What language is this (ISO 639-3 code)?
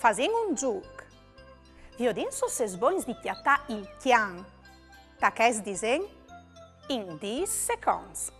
fur